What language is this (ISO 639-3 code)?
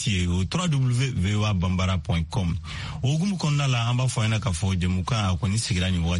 bam